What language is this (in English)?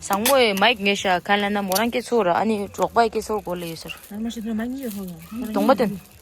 Tibetan